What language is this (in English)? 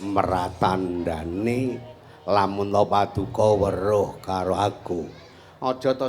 Javanese